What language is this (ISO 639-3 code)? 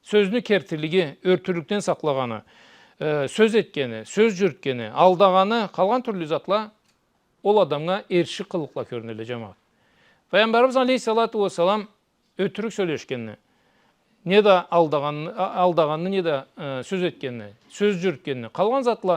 krc